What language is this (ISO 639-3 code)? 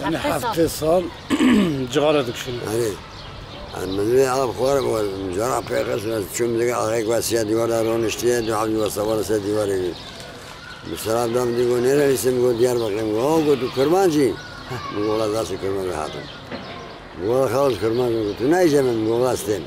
kur